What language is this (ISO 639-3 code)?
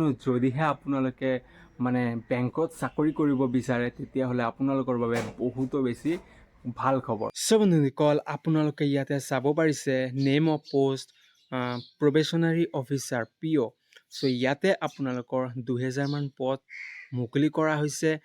asm